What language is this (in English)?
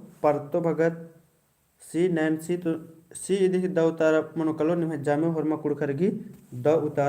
Kurukh